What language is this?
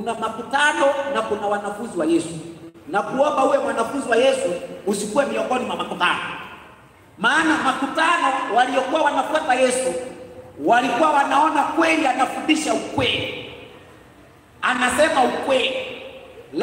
Swahili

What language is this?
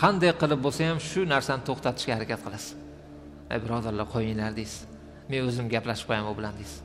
Uzbek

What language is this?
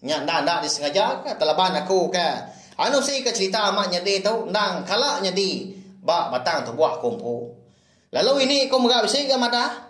Iban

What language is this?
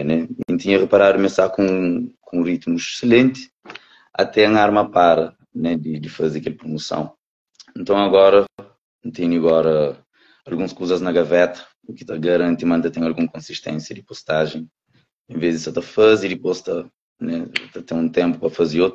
Kabuverdianu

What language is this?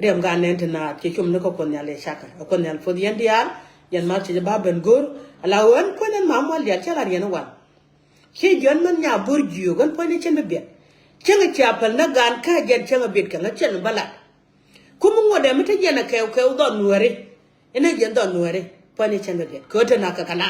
Nuer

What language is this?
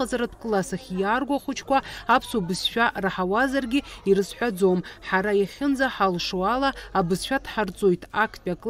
Abkhazian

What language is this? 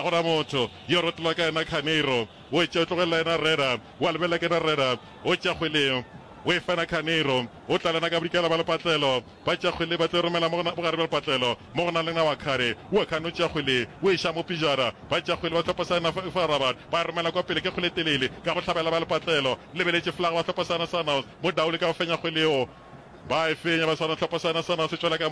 Northern Sotho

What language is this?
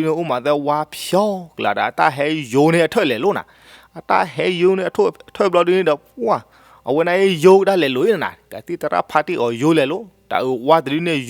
S'gaw Karen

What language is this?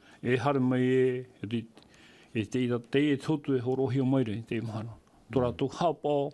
Tahitian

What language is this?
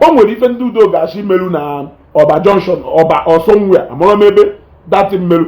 Igbo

